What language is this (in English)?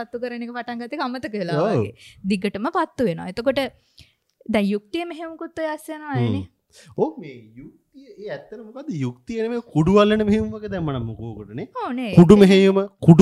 Sinhala